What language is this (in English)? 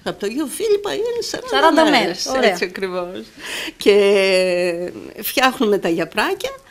Greek